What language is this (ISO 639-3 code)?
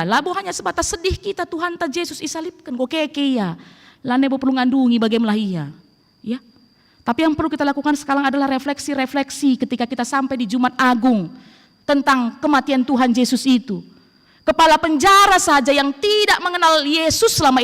btx